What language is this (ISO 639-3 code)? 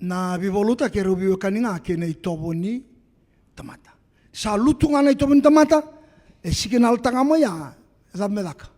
fij